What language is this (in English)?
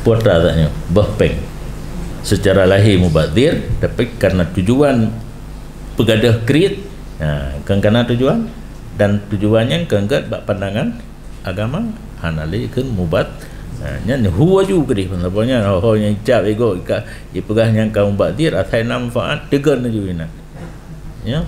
Achinese